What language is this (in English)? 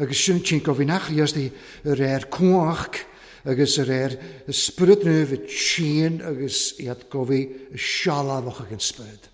Welsh